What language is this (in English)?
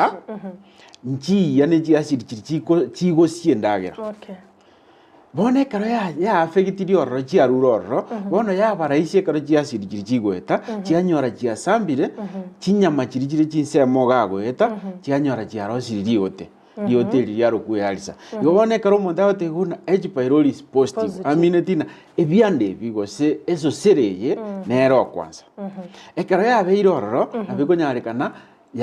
Gusii